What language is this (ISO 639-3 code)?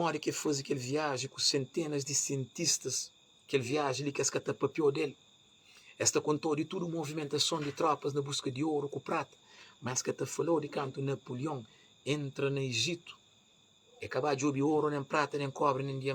kea